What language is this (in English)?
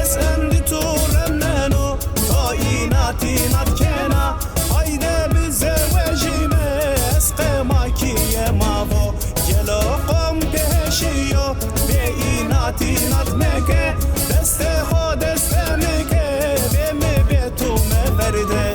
Zaza